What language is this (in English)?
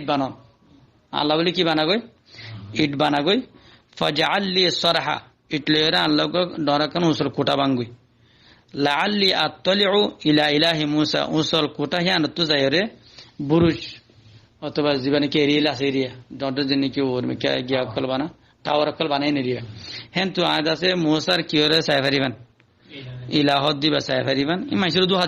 Rohingya